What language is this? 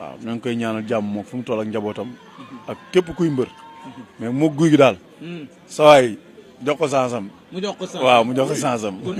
Wolof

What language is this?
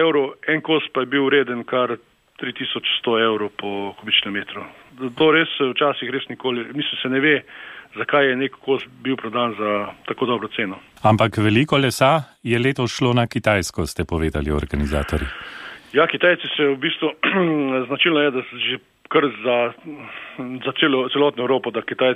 Slovenian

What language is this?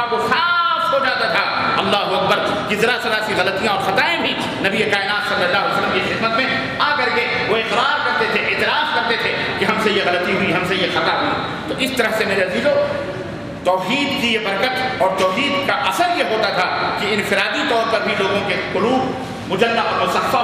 Urdu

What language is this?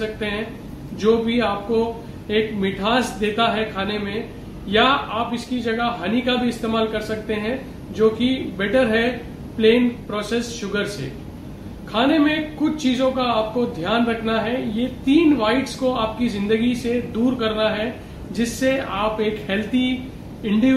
Hindi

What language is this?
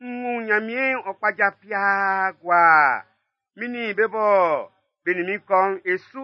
Baoulé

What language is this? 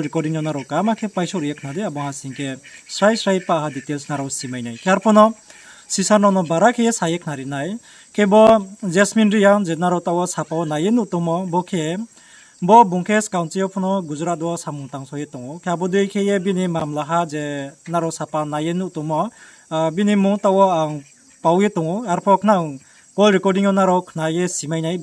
Riang (India)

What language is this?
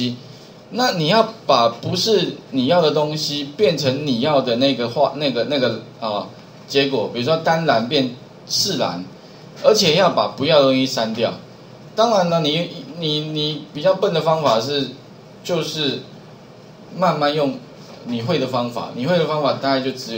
Chinese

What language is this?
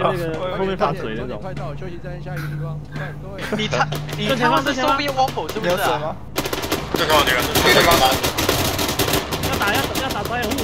Chinese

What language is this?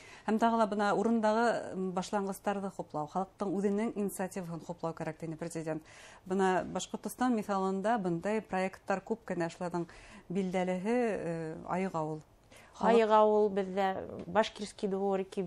Bashkir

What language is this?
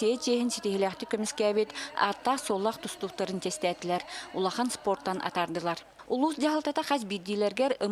Yakut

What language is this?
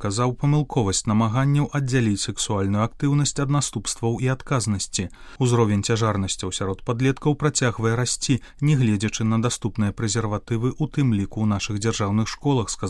Belarusian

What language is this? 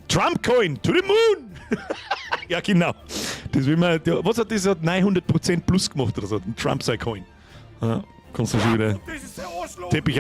Bavarian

